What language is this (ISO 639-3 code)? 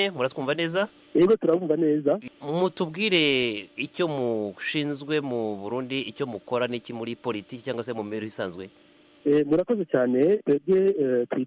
kin